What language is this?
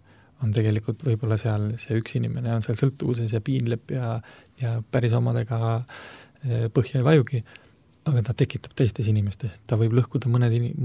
Estonian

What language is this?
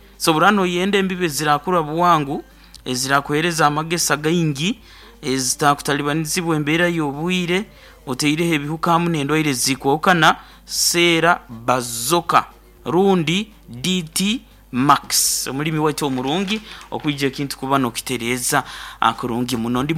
Nyoro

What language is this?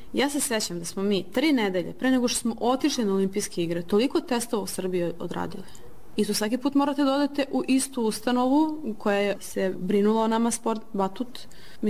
Serbian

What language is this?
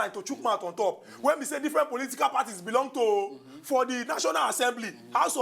Nigerian Pidgin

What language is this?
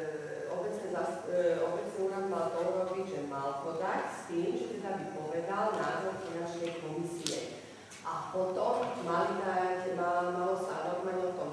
Slovak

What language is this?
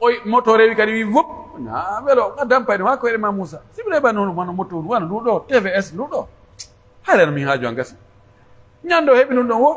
Pular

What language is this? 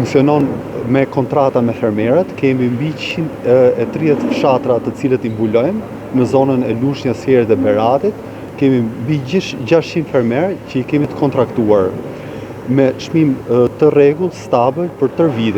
Albanian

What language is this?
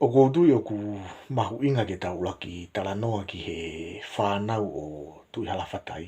Tongan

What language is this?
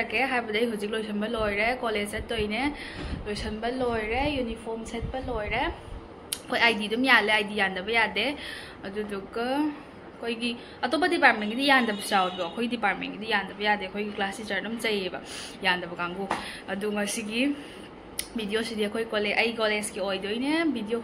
Manipuri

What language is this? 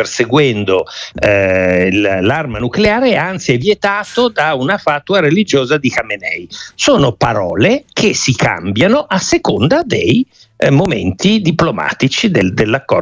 Italian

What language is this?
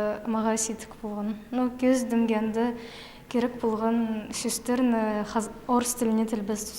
Khakas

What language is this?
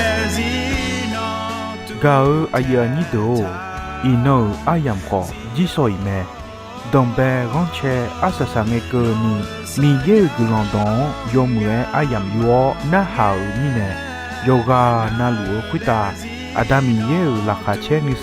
Akha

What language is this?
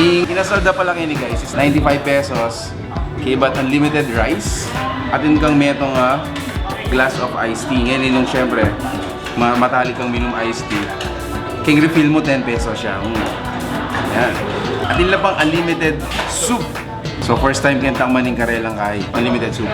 Pampanga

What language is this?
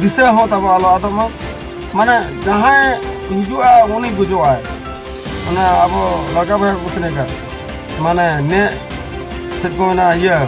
Santali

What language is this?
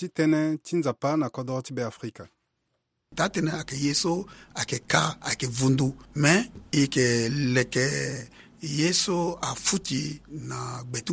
Sango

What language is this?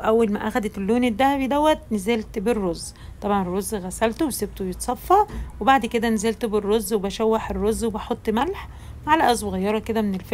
Egyptian Arabic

